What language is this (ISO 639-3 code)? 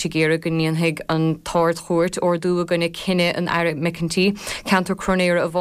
gle